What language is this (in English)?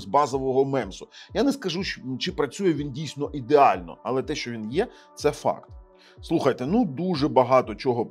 Ukrainian